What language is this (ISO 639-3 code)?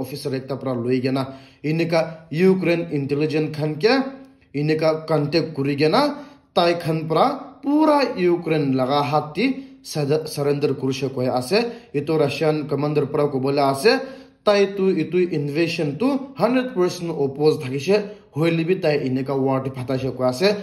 nag